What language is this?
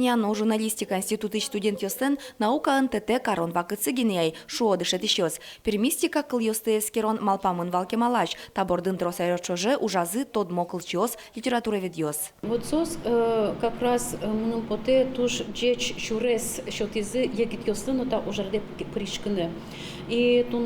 Udmurt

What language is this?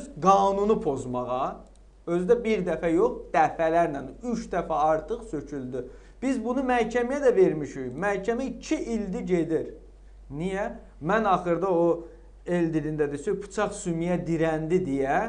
Azerbaijani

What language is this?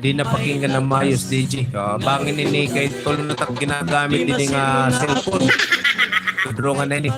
Waray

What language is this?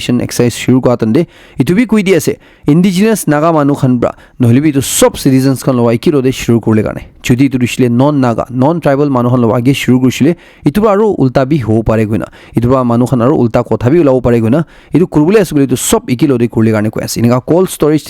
Naga Pidgin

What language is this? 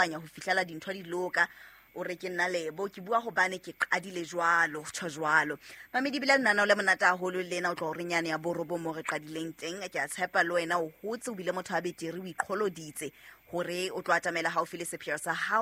Southern Sotho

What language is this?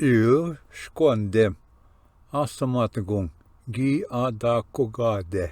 Ojibwa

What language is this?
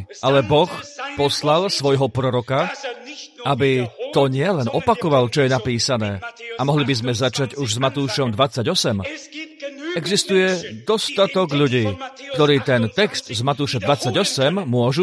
Slovak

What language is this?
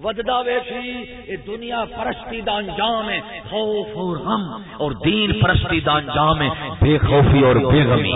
Saraiki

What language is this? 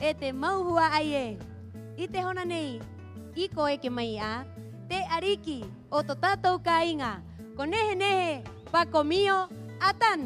Rapanui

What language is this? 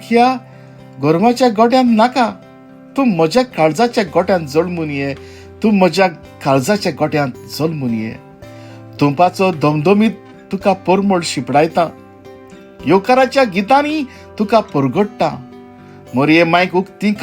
Konkani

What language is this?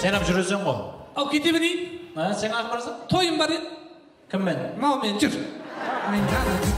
Kara-Kalpak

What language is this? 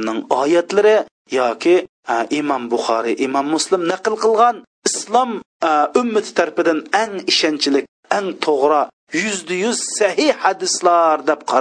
Uyghur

